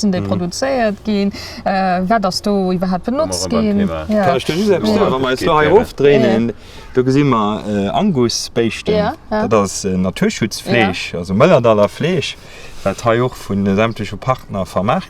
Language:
Luxembourgish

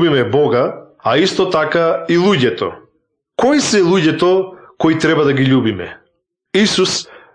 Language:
Macedonian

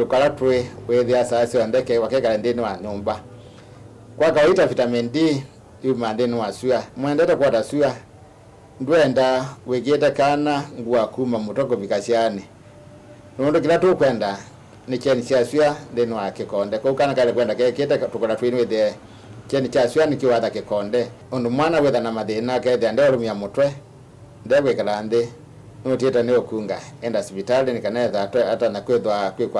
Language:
Kamba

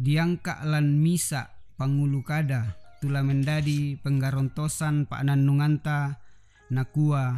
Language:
Toraja-Sa'dan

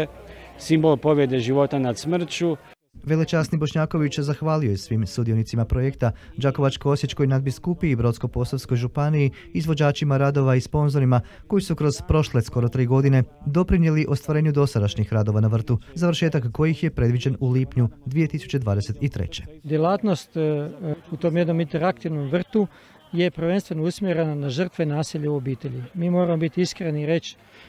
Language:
Croatian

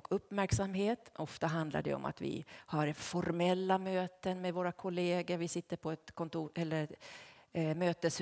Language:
Swedish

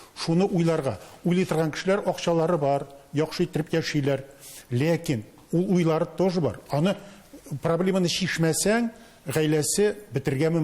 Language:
Tatar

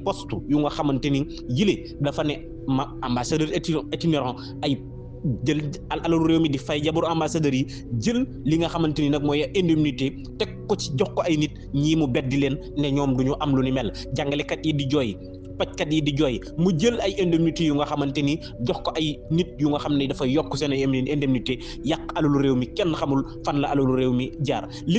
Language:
Wolof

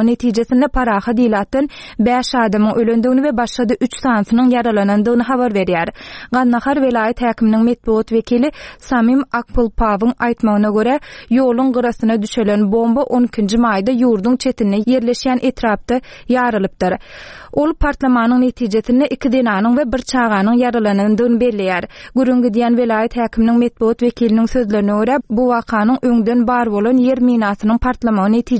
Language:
Turkmen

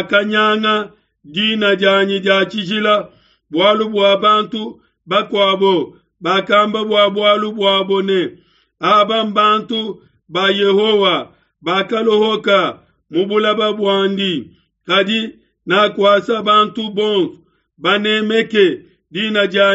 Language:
Luba-Lulua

